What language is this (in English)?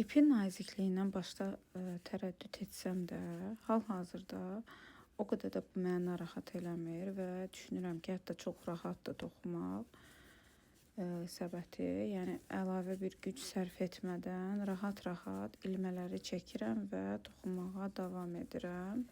Azerbaijani